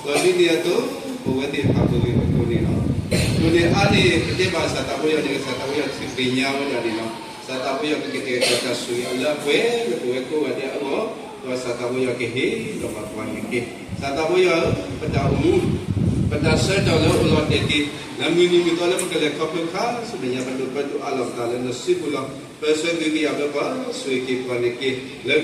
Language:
S'gaw Karen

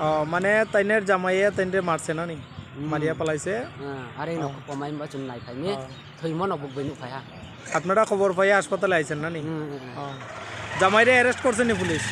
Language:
Riang (India)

